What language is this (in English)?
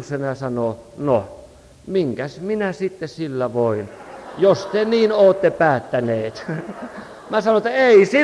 Finnish